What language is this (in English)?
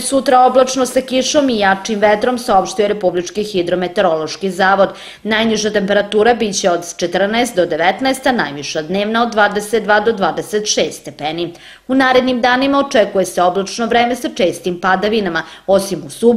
Serbian